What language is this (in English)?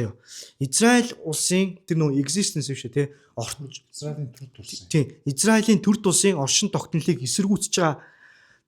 Mongolian